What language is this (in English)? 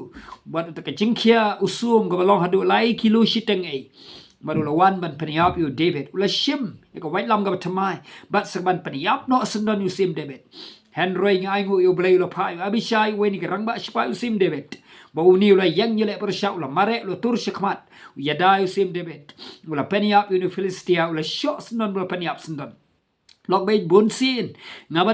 Khasi